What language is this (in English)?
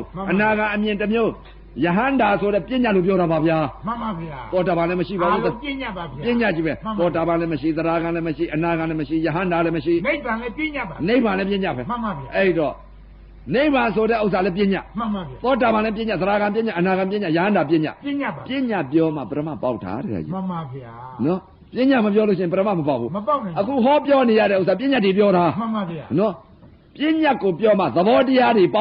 Burmese